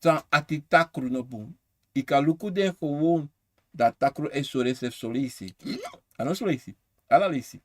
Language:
Sranan Tongo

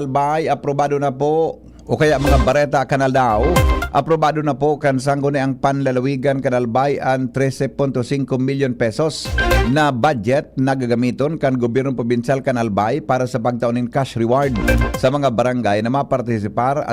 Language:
Bikol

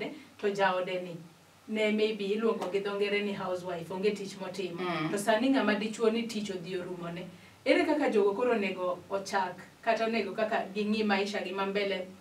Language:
Luo (Kenya and Tanzania)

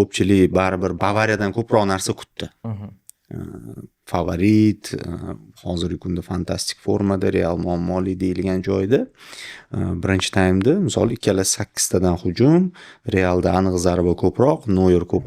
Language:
Uzbek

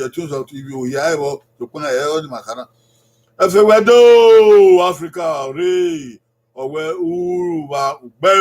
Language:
Bini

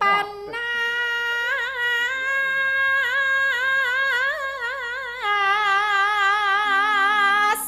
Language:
Javanese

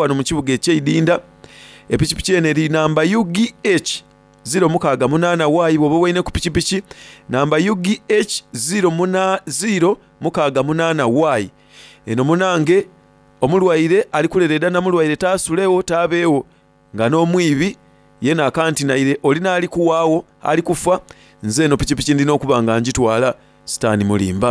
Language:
Soga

